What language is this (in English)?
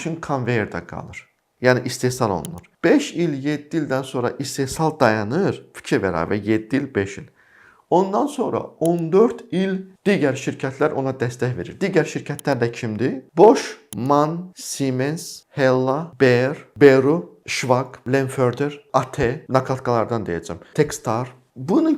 Azerbaijani